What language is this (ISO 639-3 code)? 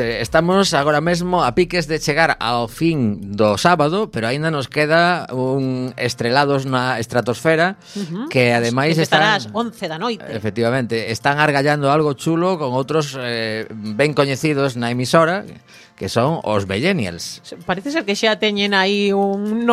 glg